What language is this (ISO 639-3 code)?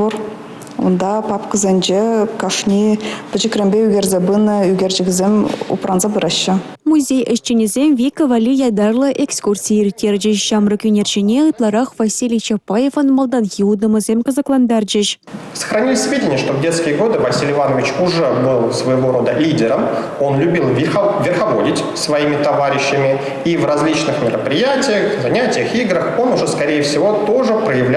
chv